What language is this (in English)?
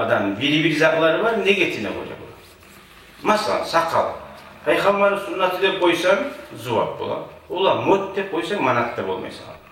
Kumyk